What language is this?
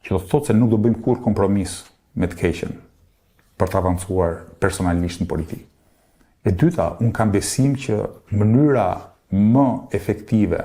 Albanian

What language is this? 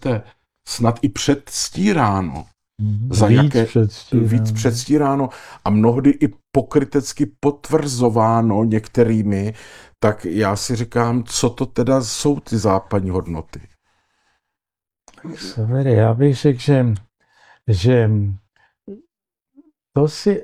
Czech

